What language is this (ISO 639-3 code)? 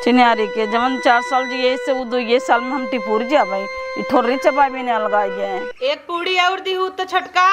awa